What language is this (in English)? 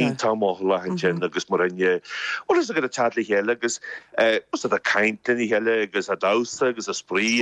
Irish